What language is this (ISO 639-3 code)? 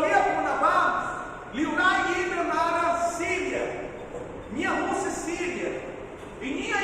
tet